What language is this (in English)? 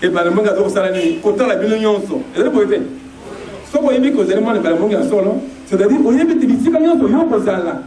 Lingala